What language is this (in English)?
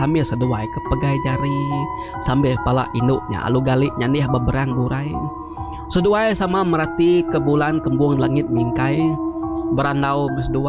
Iban